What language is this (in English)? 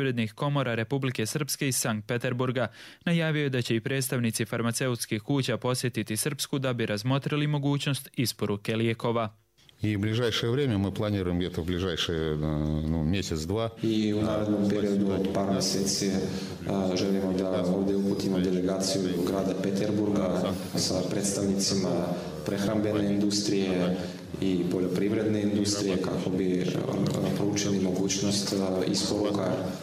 Croatian